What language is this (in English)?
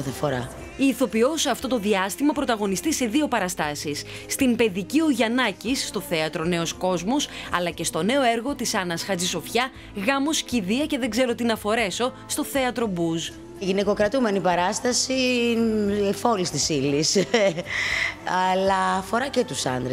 Greek